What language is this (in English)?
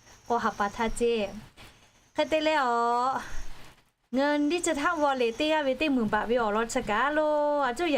Lahu